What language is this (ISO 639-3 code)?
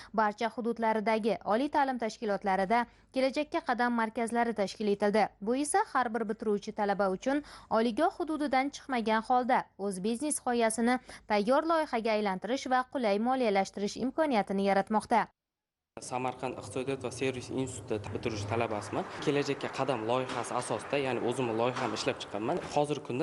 uzb